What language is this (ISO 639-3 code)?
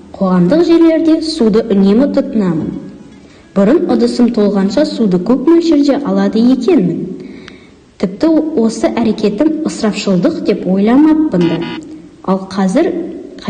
kaz